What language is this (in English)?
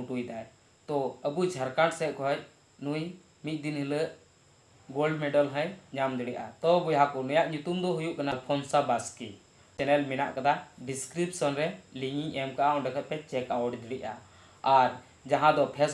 Santali